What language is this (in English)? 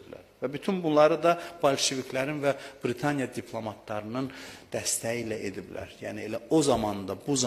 Azerbaijani